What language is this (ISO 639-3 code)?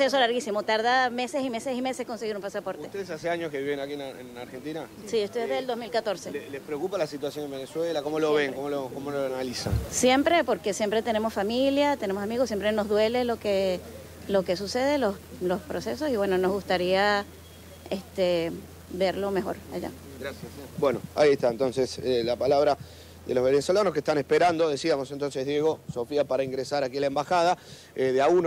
spa